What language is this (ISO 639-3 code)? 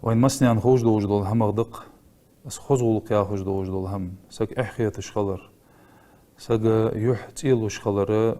inh